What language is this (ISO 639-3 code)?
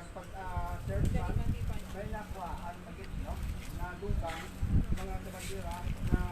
hil